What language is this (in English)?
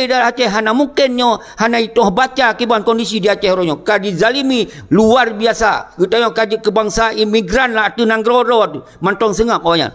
Achinese